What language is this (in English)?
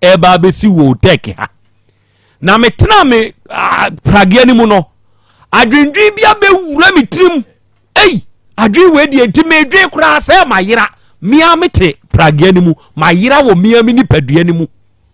Akan